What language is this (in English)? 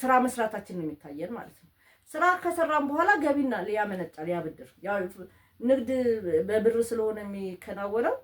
Amharic